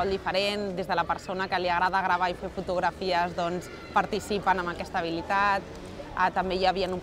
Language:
Catalan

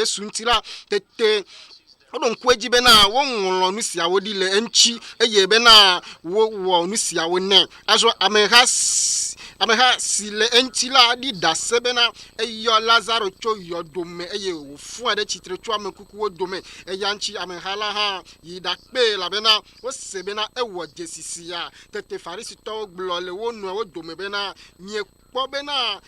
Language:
Ewe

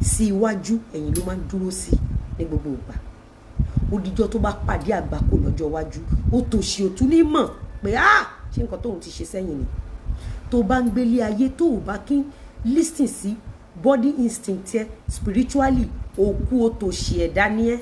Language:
Yoruba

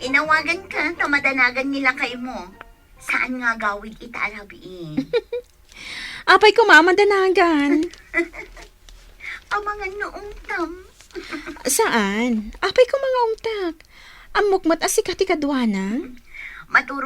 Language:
Iloko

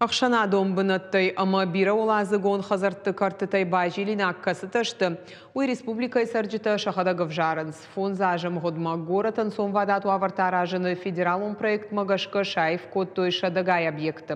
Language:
Ossetic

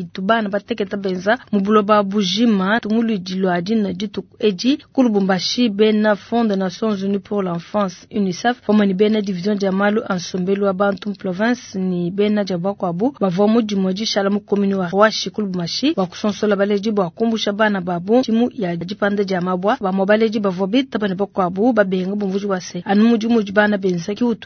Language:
Luba-Lulua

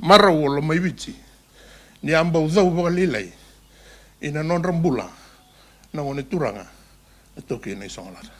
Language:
Fijian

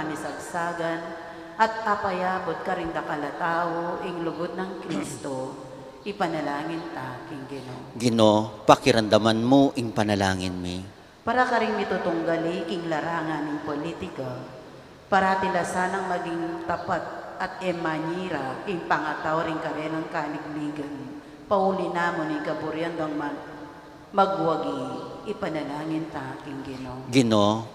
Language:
Pampanga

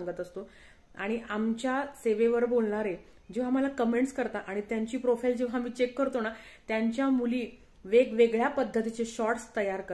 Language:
Marathi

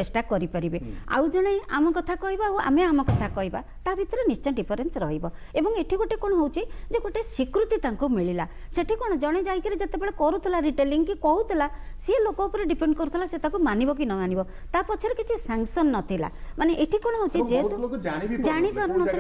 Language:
Odia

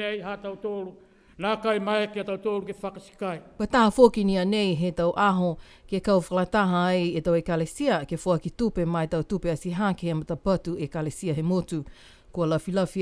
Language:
Niuean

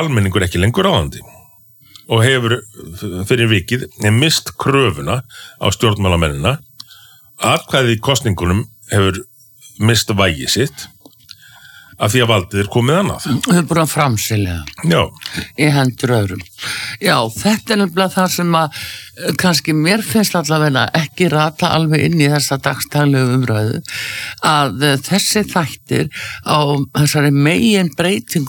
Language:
Icelandic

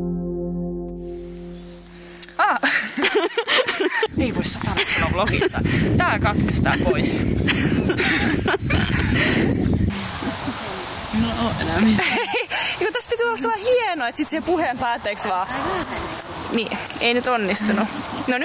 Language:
Finnish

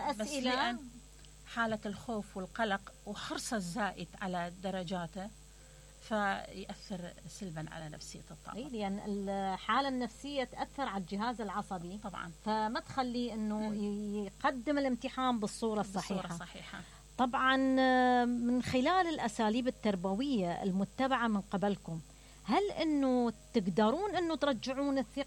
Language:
Mesopotamian Arabic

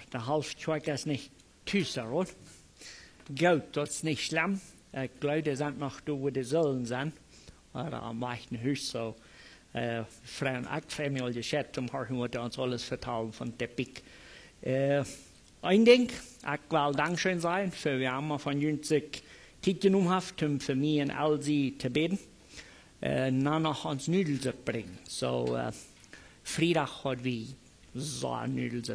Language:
Plautdietsch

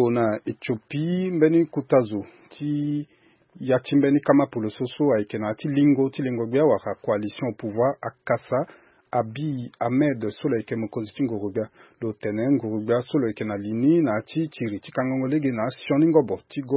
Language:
Sango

